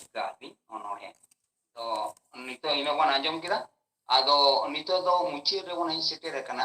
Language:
Santali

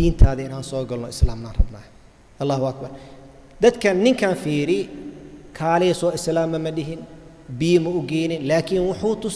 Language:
Somali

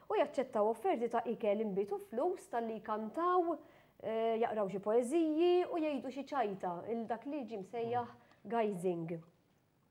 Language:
Maltese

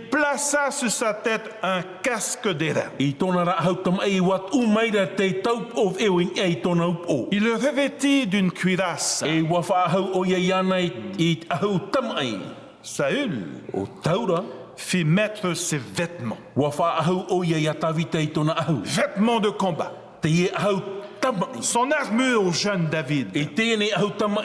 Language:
Tahitian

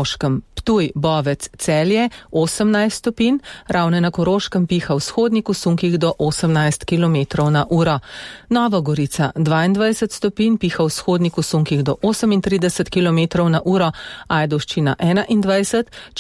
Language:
Slovenian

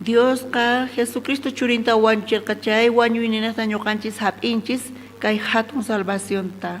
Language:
South Bolivian Quechua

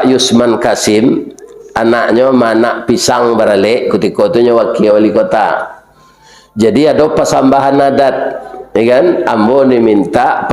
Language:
Minangkabau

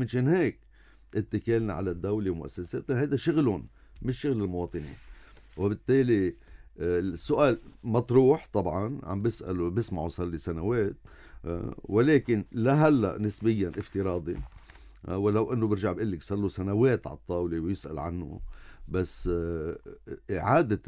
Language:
North Levantine Arabic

